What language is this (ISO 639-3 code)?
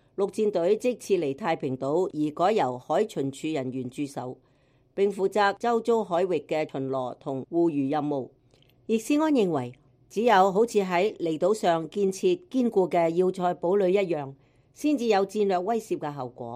yue